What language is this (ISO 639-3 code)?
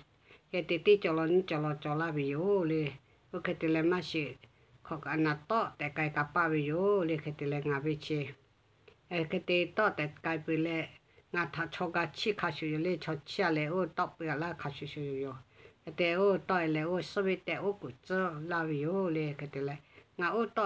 lhu